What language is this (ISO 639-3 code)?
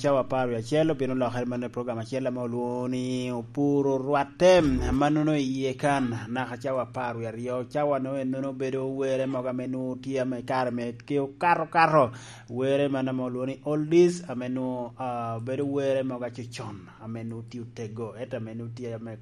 laj